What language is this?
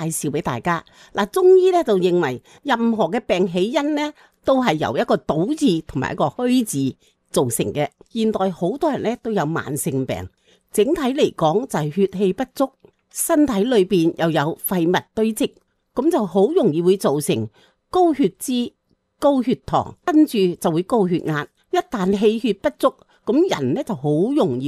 Cantonese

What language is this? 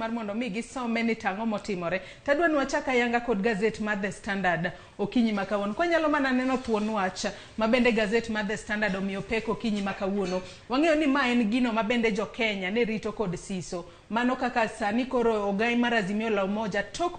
Luo (Kenya and Tanzania)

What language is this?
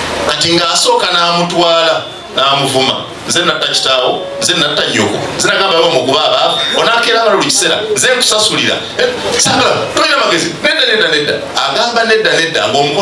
Ganda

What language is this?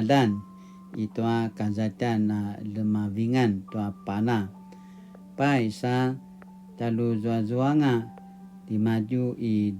Paiwan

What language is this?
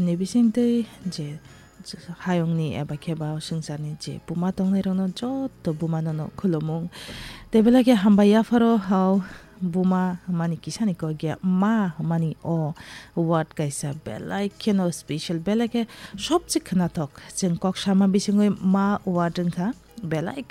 Kok Borok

